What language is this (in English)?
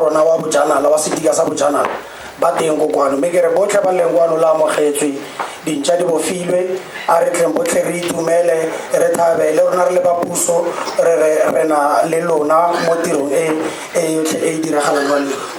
Tswana